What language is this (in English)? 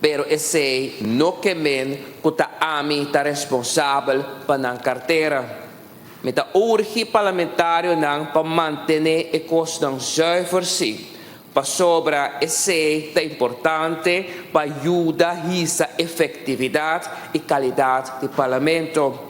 Papiamento